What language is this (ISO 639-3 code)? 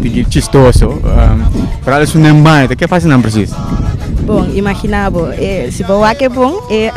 pap